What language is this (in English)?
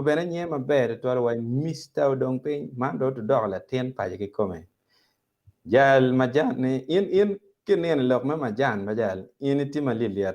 Acoli